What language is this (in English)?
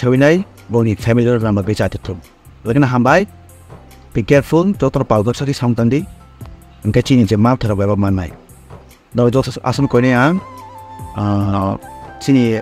Kok Borok